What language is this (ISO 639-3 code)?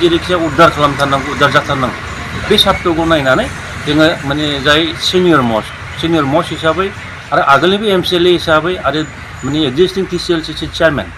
brx